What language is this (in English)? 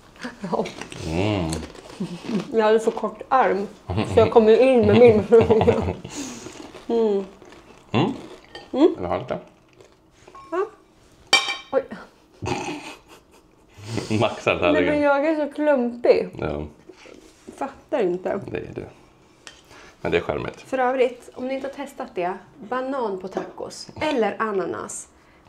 Swedish